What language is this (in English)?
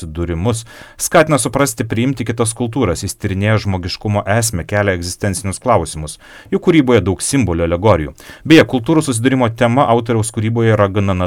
Lithuanian